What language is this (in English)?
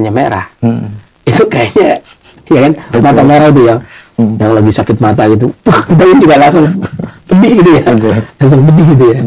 Indonesian